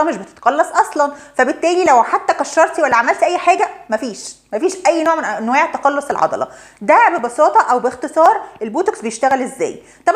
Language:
Egyptian Arabic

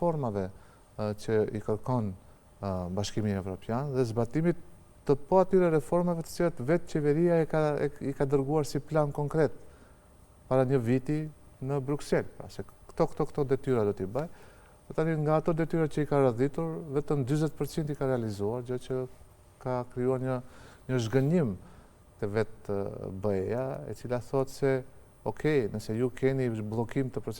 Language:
Albanian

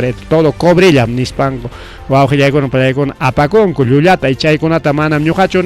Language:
Ayacucho Quechua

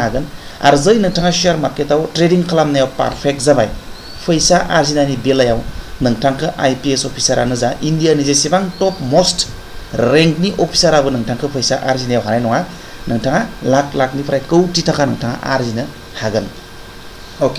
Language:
Bodo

